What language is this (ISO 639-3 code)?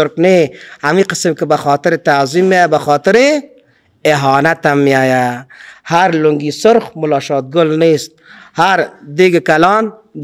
fas